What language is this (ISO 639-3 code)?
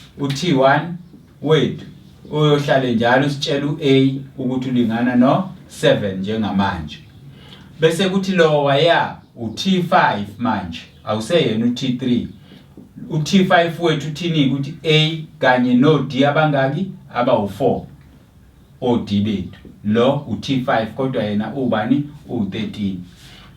zul